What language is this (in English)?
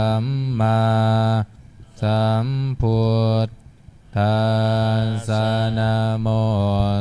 Pali